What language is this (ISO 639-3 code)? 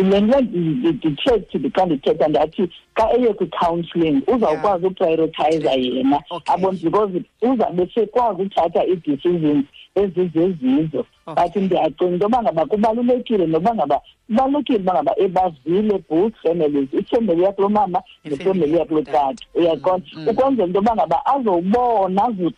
xho